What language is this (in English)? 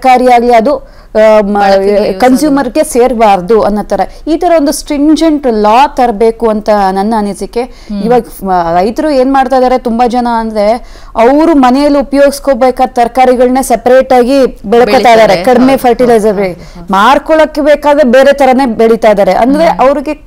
Kannada